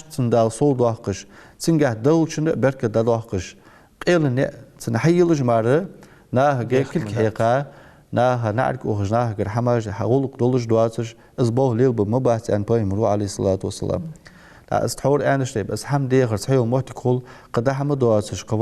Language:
Ingush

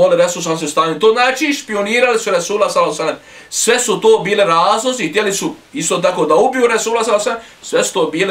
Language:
Bosnian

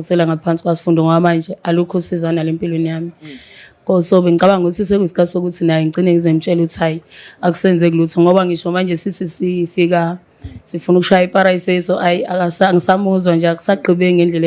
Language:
Zulu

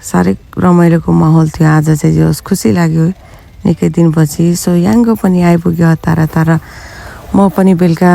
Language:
Nepali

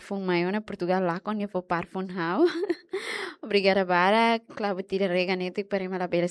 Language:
Tetum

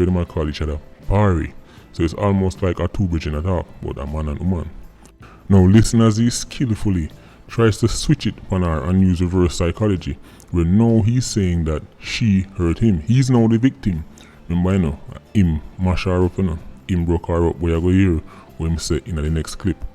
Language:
Jamaican Creole English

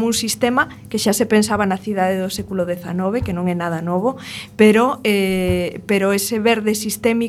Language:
Galician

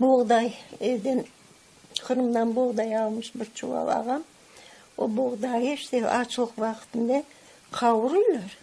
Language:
Crimean Tatar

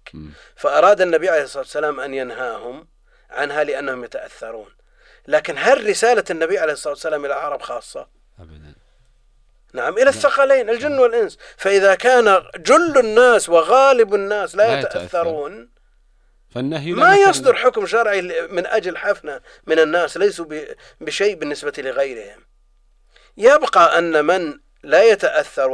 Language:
Arabic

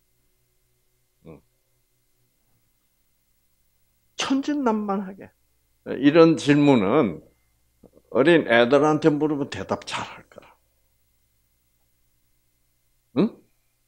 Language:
Korean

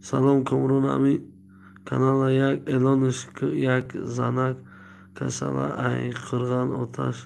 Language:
Tajik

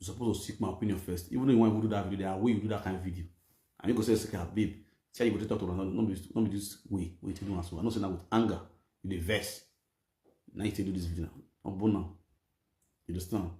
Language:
Nigerian Pidgin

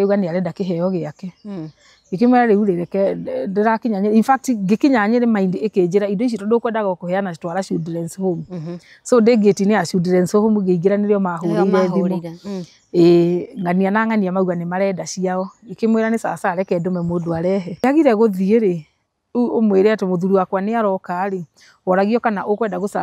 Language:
Kikuyu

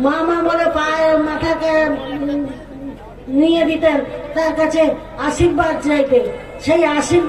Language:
Bangla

